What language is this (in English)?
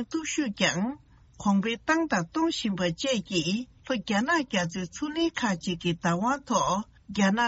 Tibetan